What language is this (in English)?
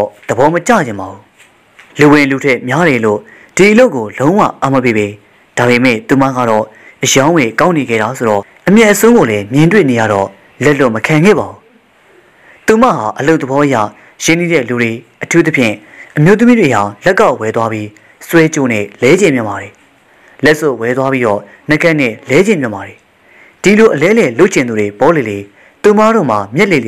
Burmese